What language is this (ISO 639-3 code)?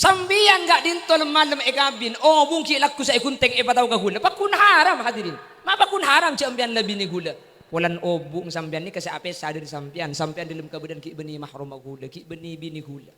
mad